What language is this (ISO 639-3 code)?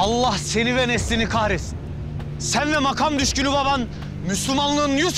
tur